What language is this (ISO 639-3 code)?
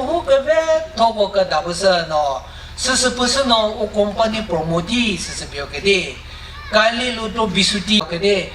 nri